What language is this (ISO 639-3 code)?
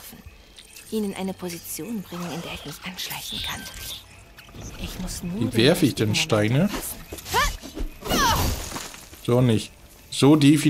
deu